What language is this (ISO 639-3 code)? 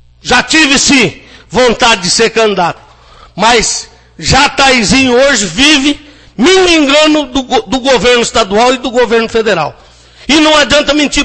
por